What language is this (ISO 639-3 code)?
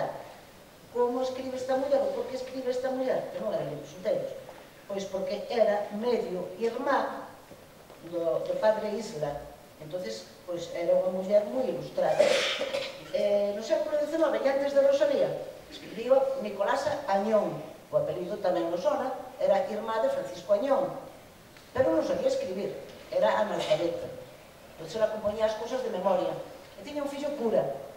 glg